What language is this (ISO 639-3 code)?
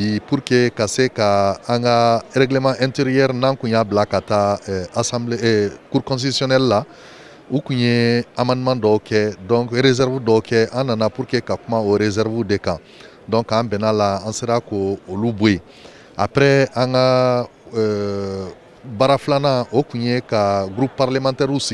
bam